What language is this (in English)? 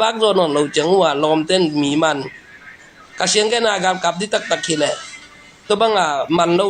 Tedim Chin